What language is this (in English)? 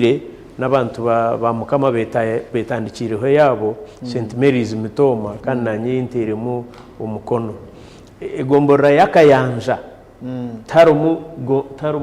Nyankole